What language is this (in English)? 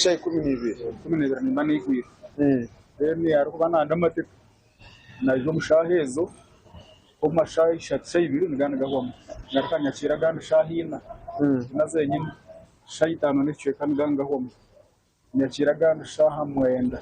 Nyankole